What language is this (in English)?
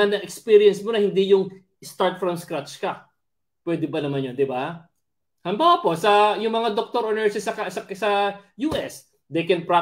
Filipino